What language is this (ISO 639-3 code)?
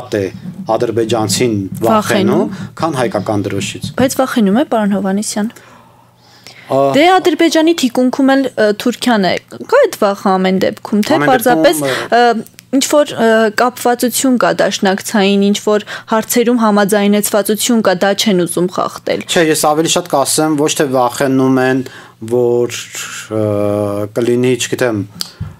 hye